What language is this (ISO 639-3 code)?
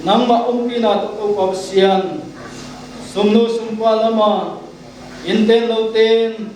pck